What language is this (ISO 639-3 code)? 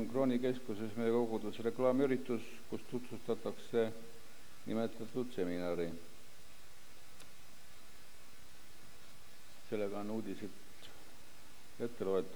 est